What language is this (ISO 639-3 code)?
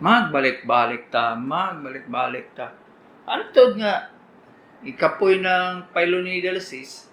ceb